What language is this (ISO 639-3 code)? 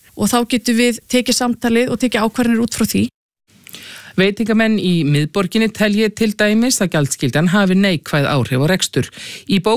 isl